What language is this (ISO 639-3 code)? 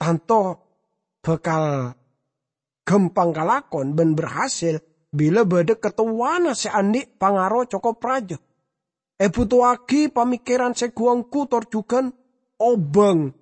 mad